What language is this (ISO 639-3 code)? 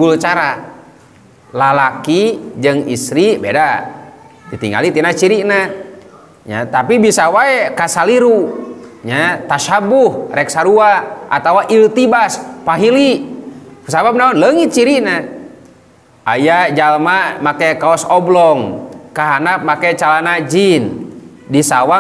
sun